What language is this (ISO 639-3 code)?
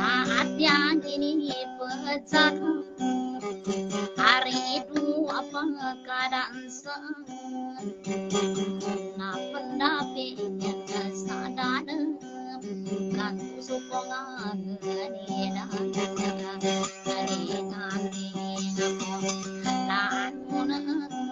ind